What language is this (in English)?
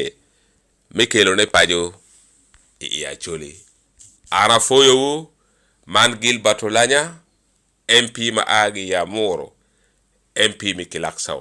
Acoli